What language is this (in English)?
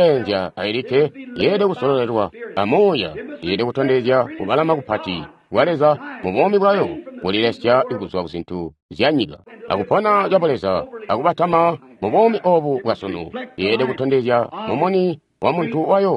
Tonga (Zambia)